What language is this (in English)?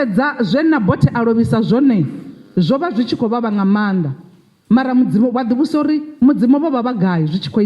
Venda